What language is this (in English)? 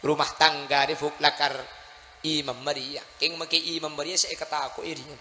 Madurese